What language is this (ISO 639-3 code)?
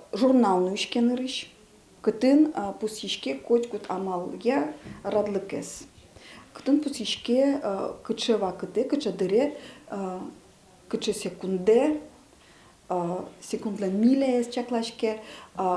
udm